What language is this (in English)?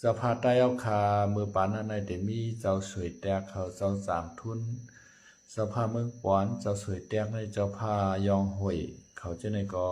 Shan